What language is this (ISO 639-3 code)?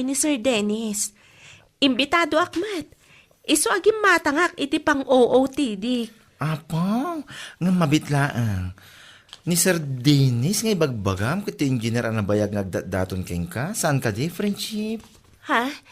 ilo